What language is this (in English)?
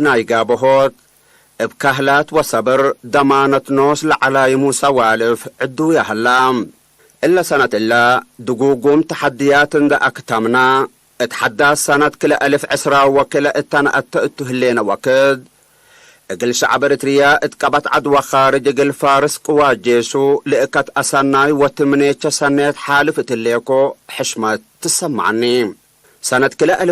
Tigre